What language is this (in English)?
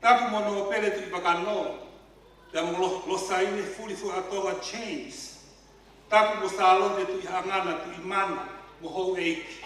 Tongan